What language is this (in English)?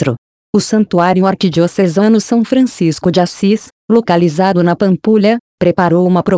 Portuguese